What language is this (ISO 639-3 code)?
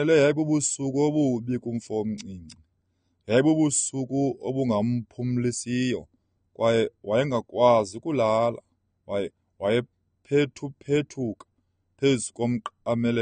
xho